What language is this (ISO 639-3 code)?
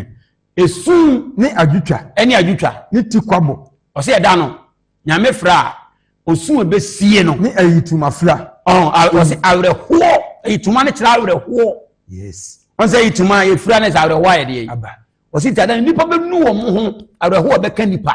aka